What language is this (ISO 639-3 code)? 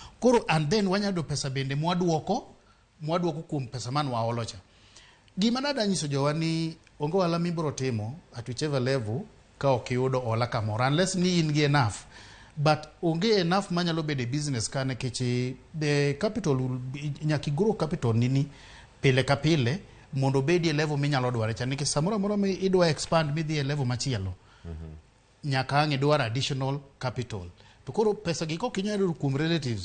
luo